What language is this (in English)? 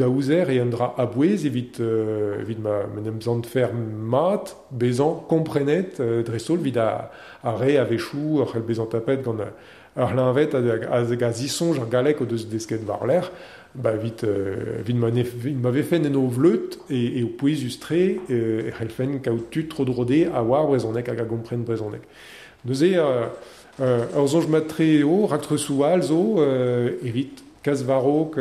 Breton